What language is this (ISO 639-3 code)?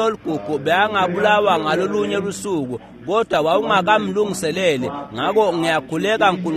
ssw